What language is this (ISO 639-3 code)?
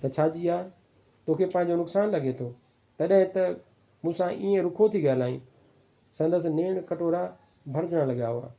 snd